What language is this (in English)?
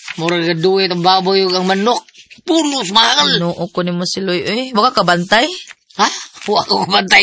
Cebuano